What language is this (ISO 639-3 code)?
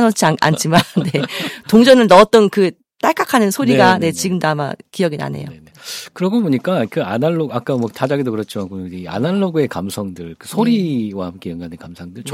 kor